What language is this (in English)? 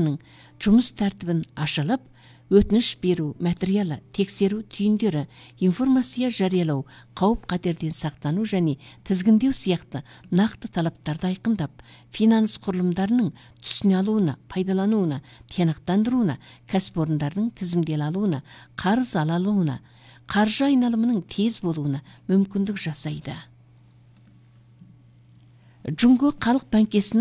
Kazakh